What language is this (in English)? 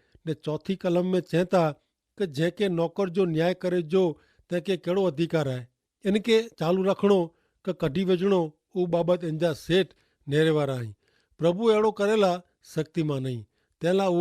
Kachhi